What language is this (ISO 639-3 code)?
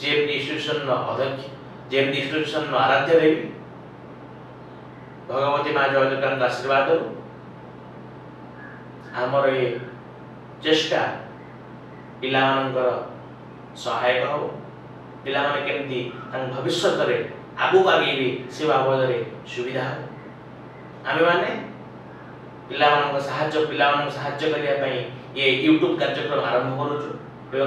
ori